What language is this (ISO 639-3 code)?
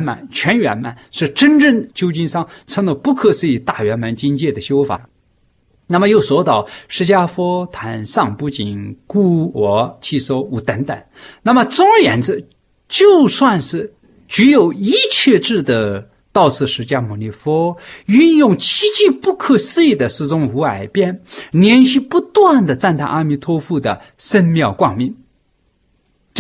zho